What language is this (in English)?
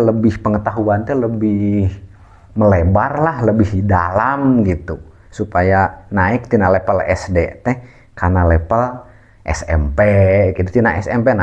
Sundanese